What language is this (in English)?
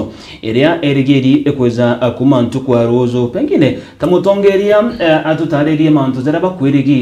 Meru